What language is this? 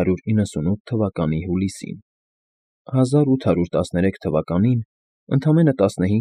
Armenian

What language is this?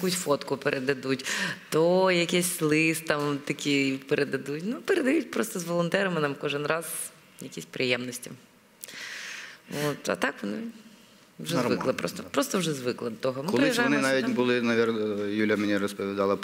Ukrainian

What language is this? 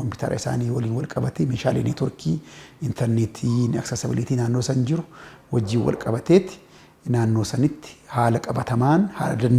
Oromo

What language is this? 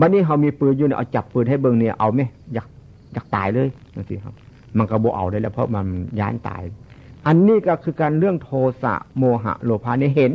Northeastern Thai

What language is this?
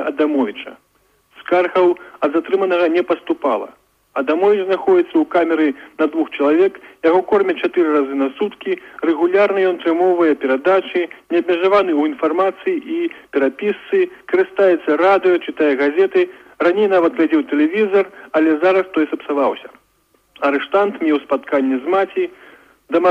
Belarusian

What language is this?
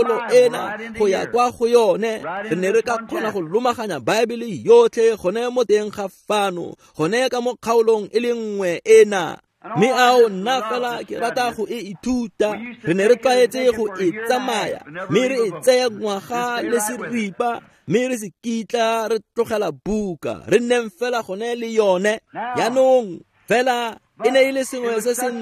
Tswana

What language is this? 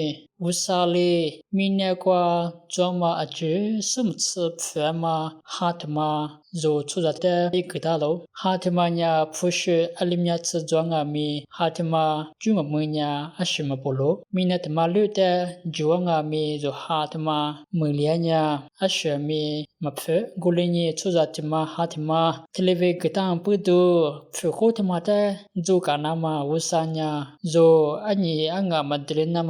Lisu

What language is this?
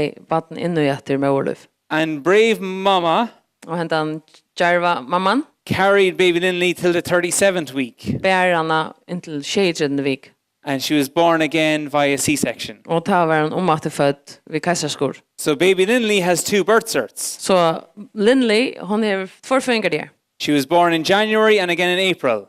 Faroese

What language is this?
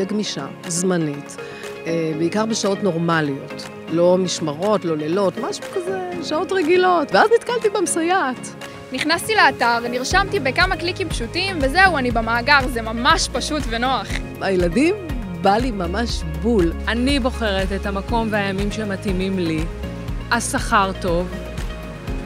Hebrew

